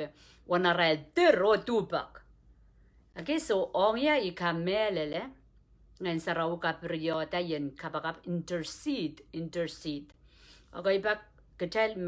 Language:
Pohnpeian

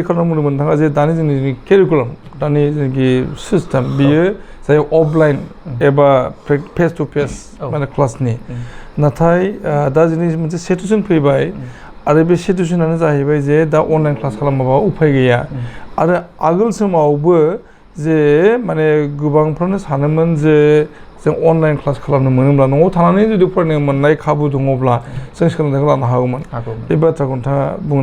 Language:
Bodo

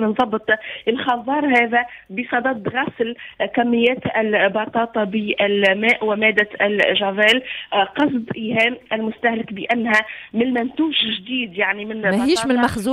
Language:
Tunisian Arabic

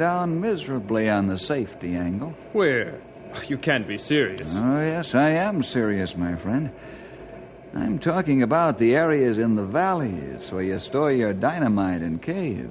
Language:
English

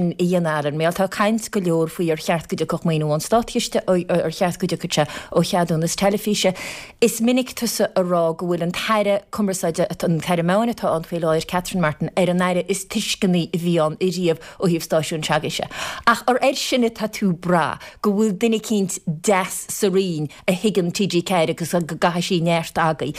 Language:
Irish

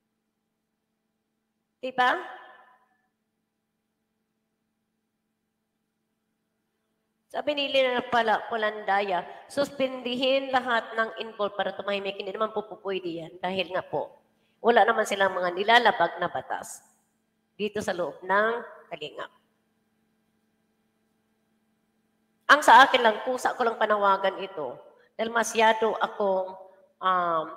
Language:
Filipino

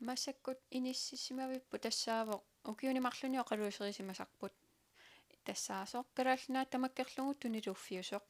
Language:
Kalaallisut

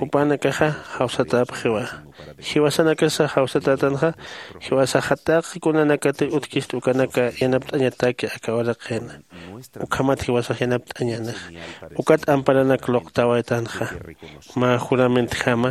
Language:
Aymara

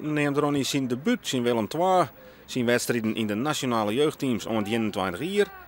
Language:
Western Frisian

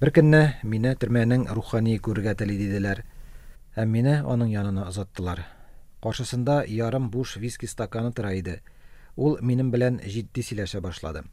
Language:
Tatar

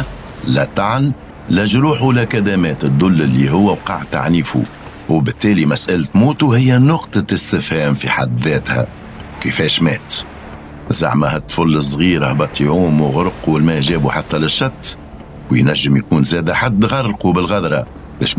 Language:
Tunisian Arabic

